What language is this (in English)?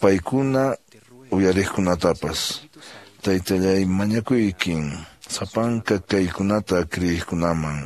Quechua